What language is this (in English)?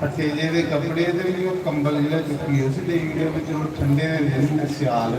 Dogri